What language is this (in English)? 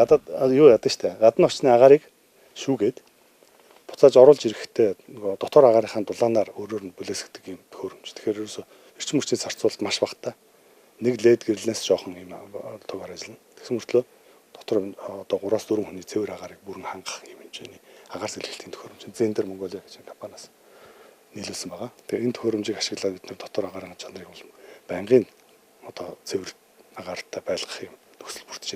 Mongolian